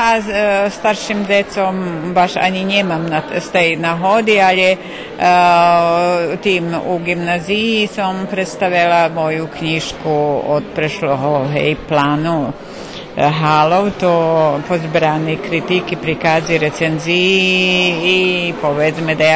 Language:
Rusyn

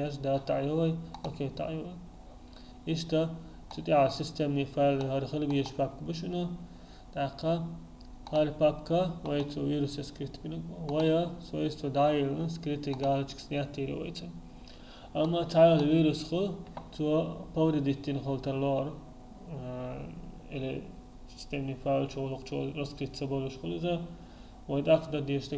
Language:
Chechen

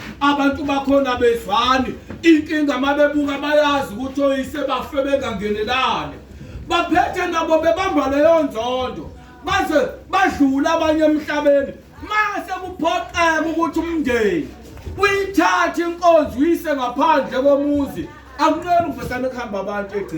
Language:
Zulu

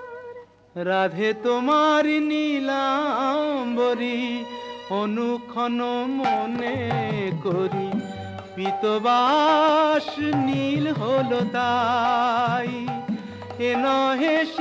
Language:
Bangla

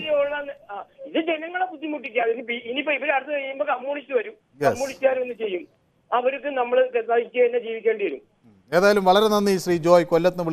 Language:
Malayalam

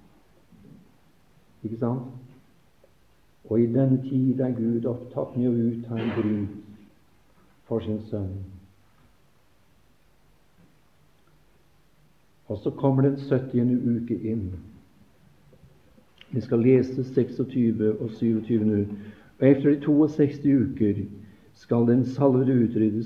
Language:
Norwegian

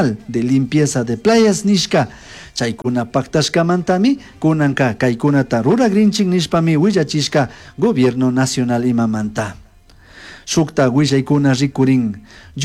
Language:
Chimborazo Highland Quichua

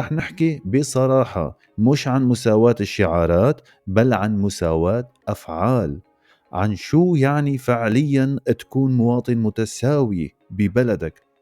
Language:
North Levantine Arabic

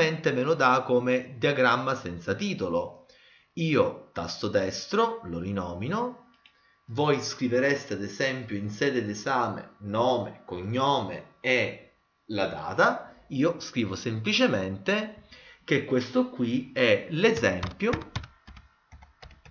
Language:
Italian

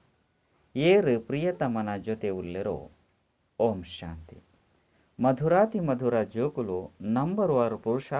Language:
Tulu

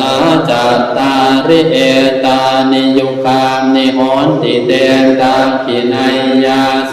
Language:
Pali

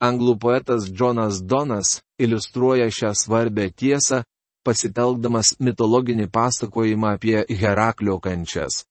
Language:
Lithuanian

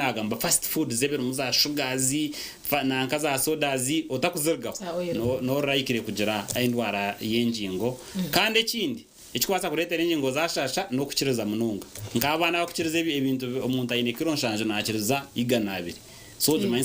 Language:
Nyankole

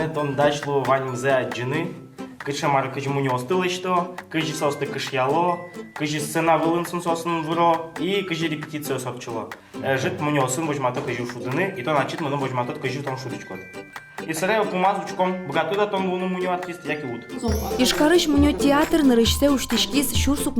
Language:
Udmurt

